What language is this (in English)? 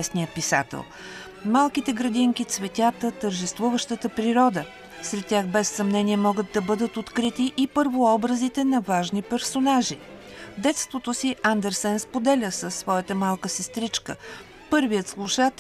Bulgarian